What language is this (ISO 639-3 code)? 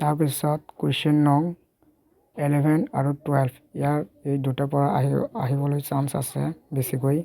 asm